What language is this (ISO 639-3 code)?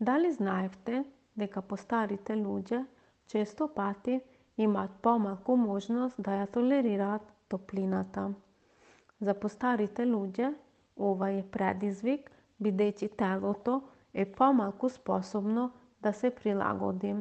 mkd